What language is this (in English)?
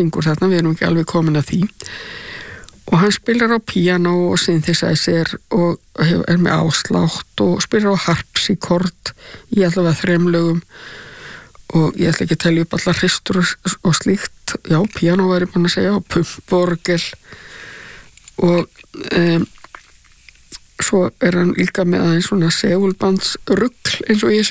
Icelandic